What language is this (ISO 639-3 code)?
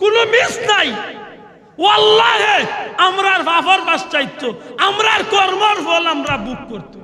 syl